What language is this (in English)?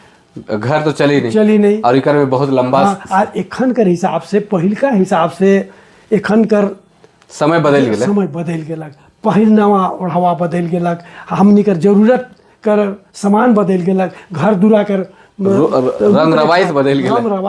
Sadri